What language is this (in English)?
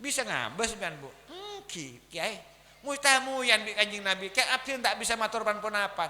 Madurese